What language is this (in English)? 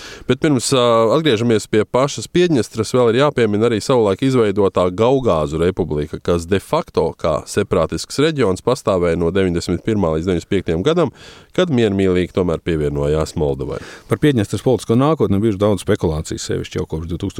Latvian